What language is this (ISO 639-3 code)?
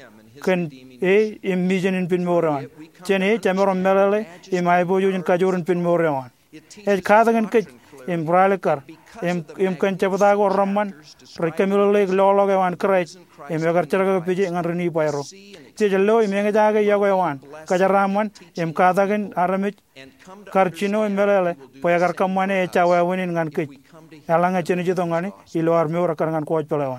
mah